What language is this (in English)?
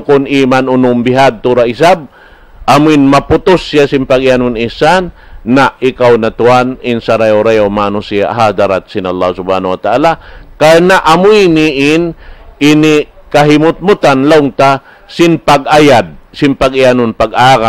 Tausug